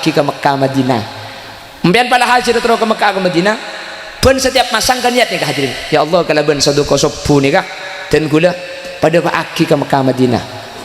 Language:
Madurese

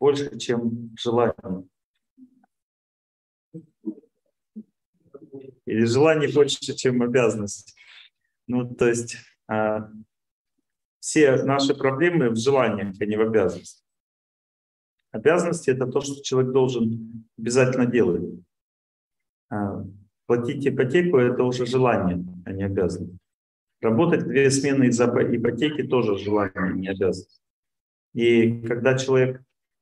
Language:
Russian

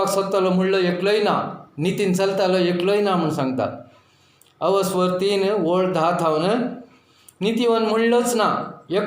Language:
Konkani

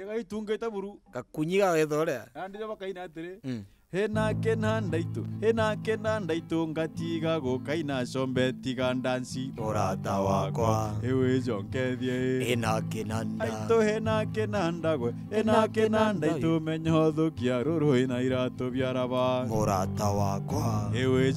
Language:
Meru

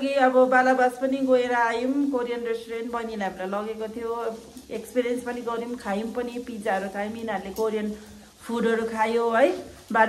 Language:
Nepali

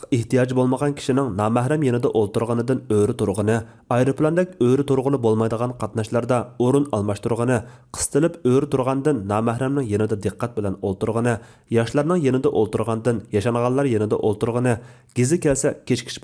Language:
Uyghur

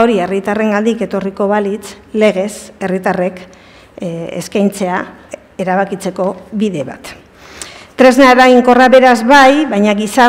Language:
Basque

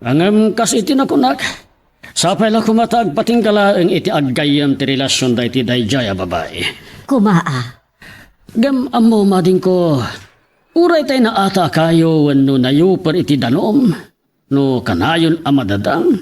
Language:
Iloko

